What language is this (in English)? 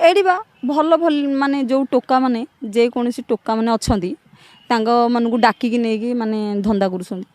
Odia